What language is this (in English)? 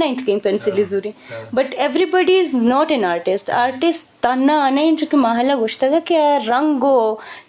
Eastern Balochi